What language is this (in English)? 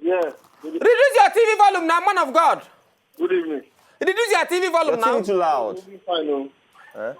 Nigerian Pidgin